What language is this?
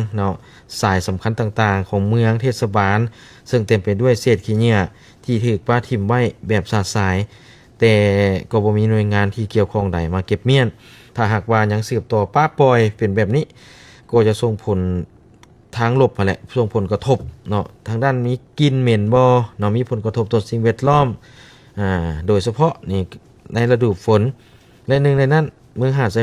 Lao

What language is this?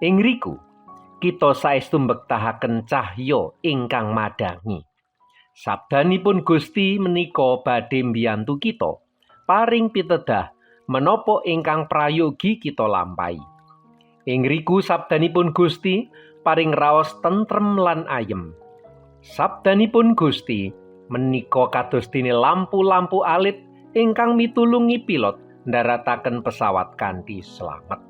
Javanese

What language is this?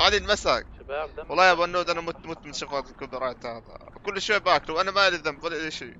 North Levantine Arabic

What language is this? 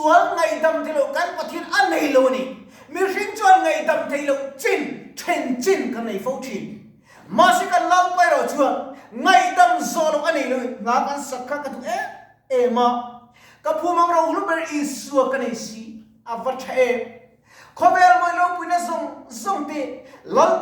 Mizo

